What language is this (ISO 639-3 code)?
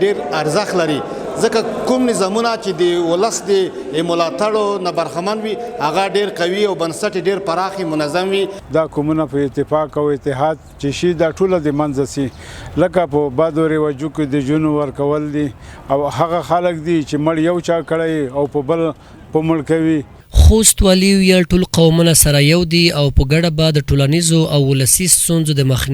pus